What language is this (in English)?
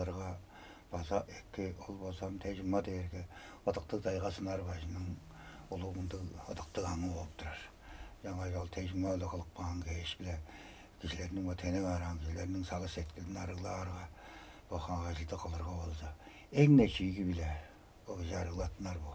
Tuvinian